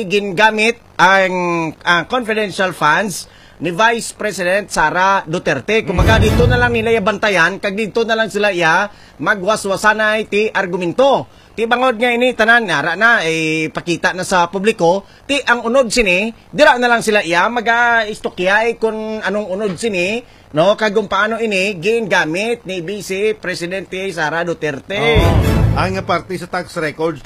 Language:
Hiligaynon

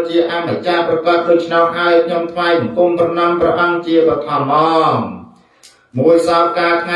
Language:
Khmer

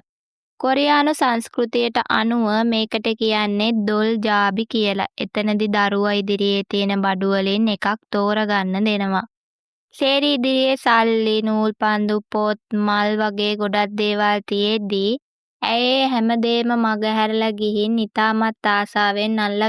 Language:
Sinhala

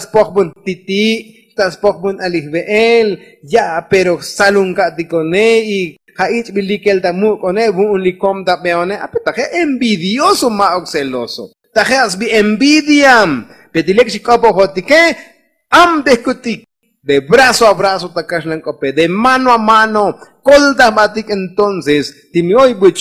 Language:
Tzotzil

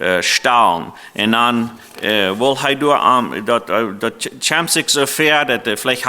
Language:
Plautdietsch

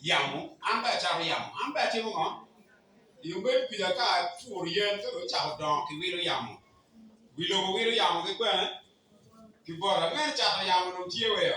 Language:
Acoli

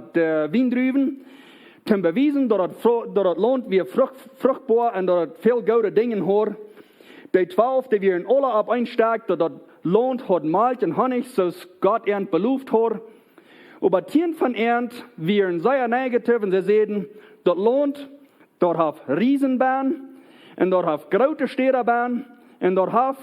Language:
Plautdietsch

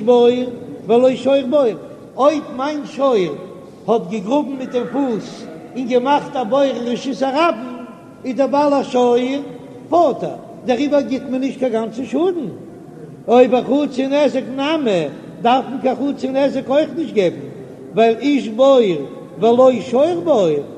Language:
Yiddish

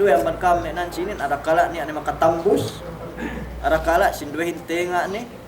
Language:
Yakan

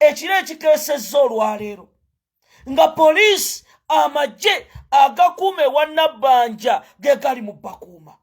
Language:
Ganda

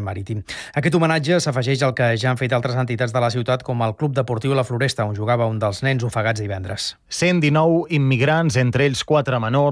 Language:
Catalan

